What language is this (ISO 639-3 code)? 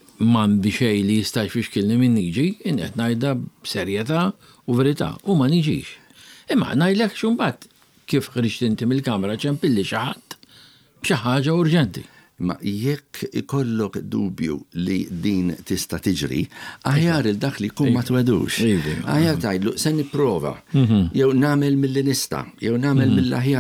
mlt